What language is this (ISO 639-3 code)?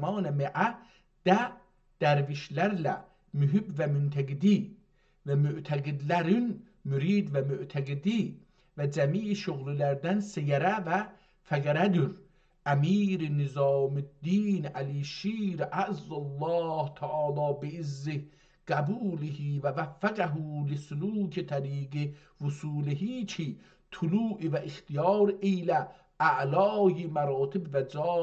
azb